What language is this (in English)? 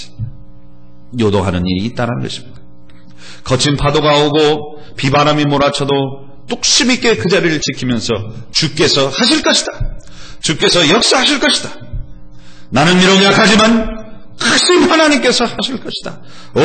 Korean